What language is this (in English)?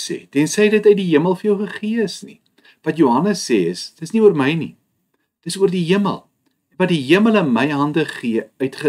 Afrikaans